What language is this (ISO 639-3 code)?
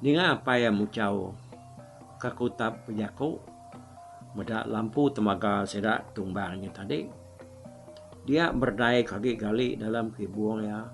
iba